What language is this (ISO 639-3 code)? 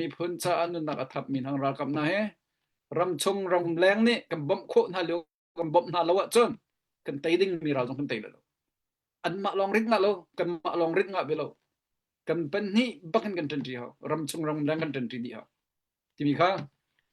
cnh